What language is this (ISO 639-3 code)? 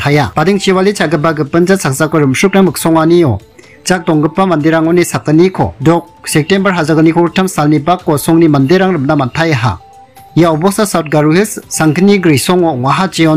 grt